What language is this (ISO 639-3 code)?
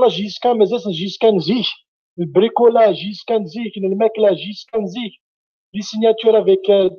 kab